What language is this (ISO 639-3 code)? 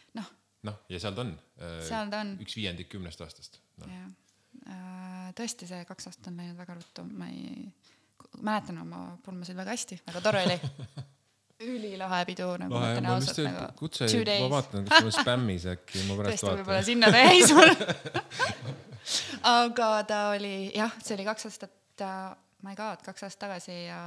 est